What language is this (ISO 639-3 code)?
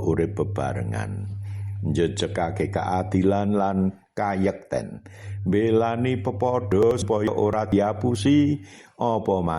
jav